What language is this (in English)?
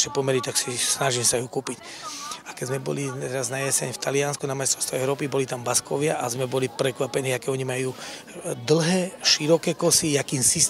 Slovak